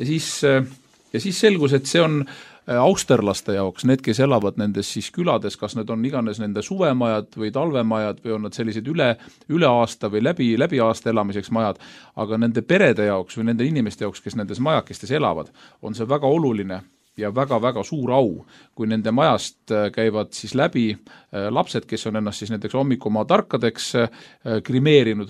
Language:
Estonian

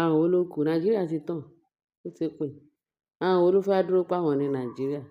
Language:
Yoruba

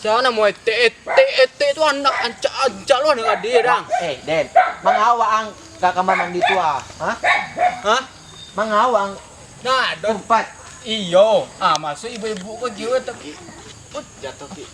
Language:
Minangkabau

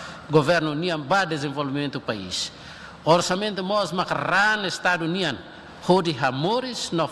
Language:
Tetum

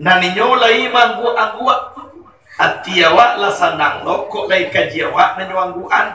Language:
Minangkabau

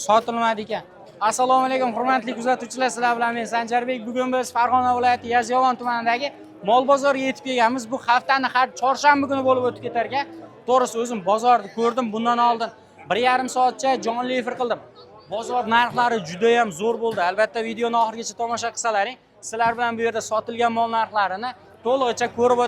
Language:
Uzbek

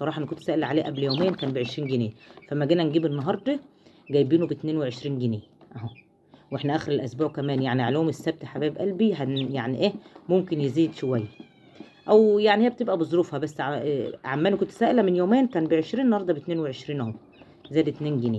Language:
Egyptian Arabic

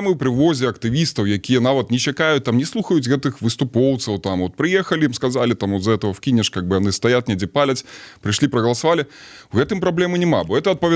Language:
Belarusian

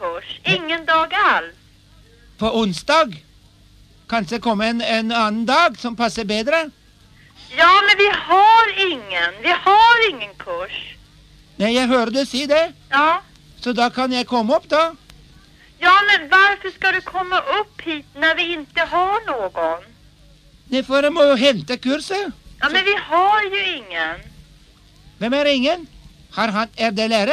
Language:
Norwegian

